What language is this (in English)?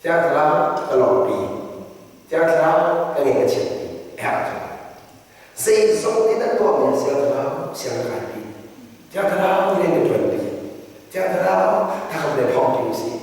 Hakha Chin